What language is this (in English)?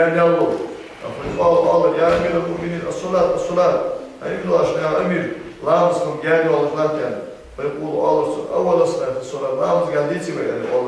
Ingush